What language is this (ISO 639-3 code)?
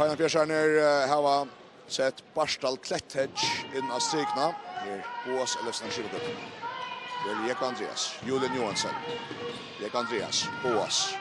fao